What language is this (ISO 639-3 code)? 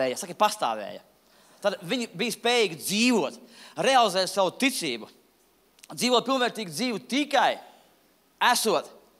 lav